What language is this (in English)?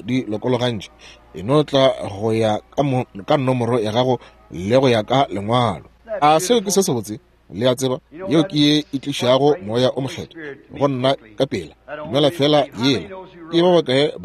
Northern Sotho